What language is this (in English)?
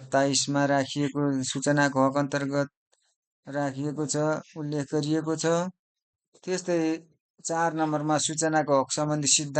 Nepali